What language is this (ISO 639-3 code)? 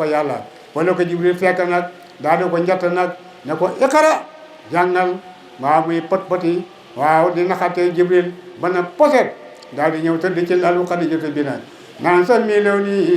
wol